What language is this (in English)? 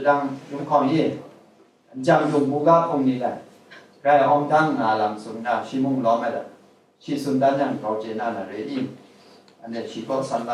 Kachin